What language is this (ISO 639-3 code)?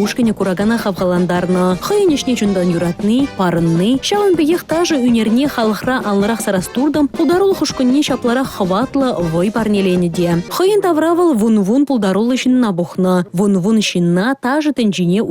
chv